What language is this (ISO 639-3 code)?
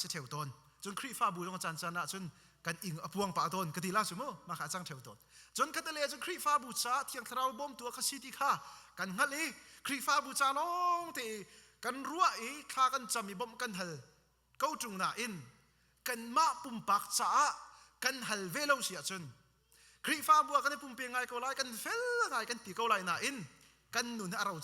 cnh